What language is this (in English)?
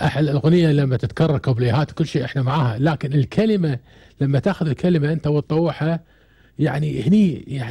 Gulf Arabic